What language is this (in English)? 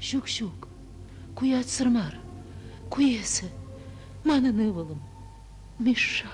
Chuvash